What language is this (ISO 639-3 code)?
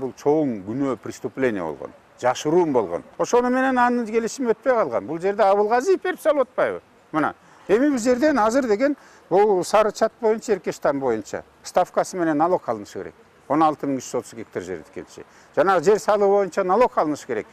kir